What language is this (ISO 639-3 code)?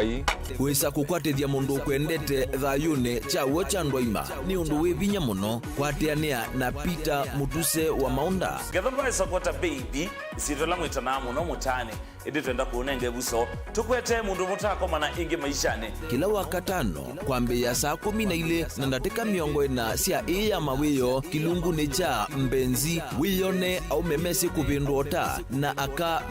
kam